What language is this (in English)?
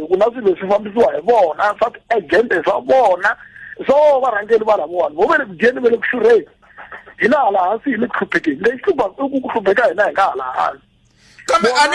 Tsonga